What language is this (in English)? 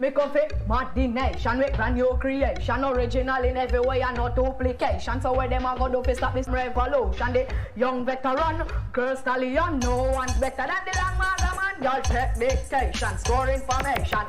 Jamaican Creole English